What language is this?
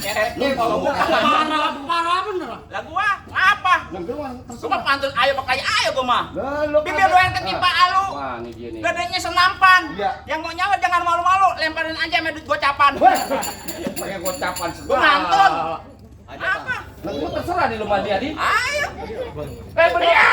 Betawi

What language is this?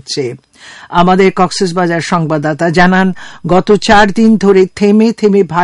Bangla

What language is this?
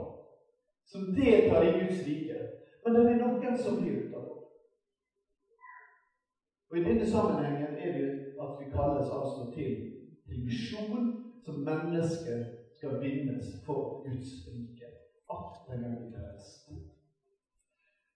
Norwegian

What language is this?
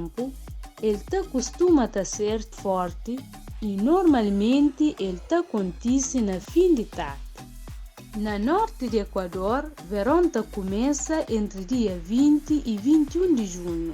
Kabuverdianu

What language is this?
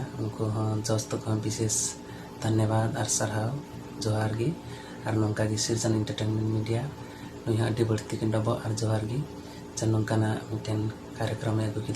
Santali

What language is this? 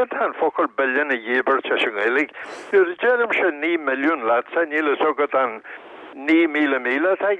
Irish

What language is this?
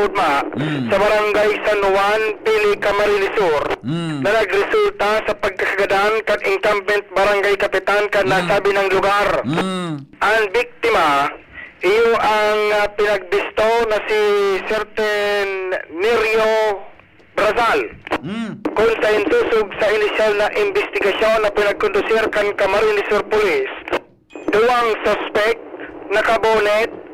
Bikol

